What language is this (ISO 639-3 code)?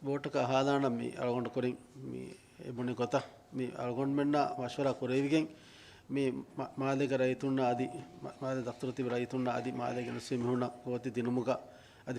div